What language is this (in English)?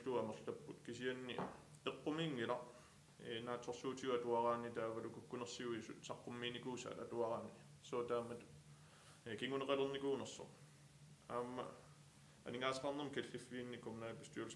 Kalaallisut